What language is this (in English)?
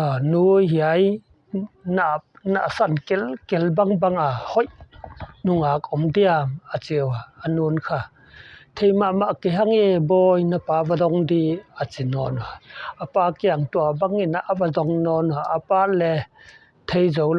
Paite Chin